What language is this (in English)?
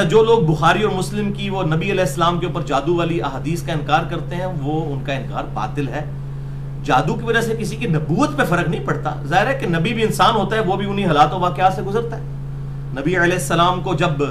Urdu